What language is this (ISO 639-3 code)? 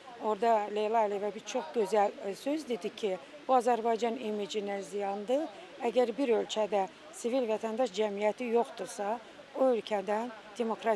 aze